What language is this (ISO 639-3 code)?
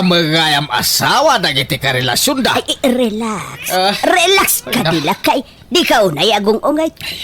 ilo